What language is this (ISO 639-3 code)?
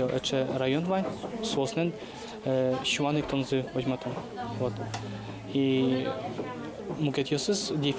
udm